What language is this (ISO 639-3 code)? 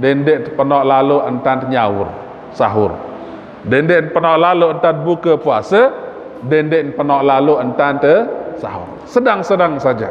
sas